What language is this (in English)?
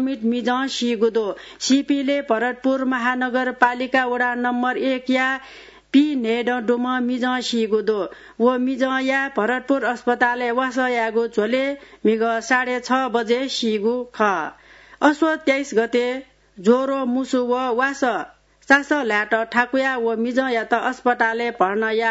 Newari